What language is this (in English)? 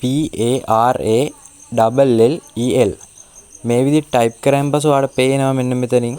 Sinhala